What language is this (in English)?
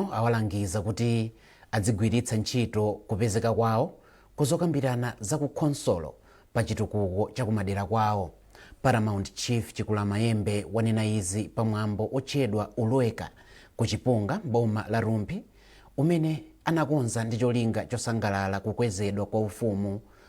Nyanja